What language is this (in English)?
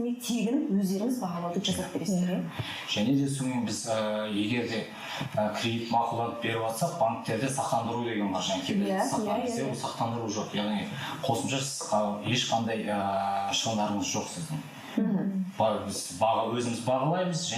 Kazakh